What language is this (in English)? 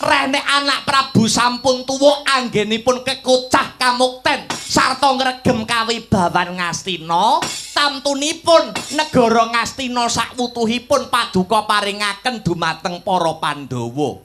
Javanese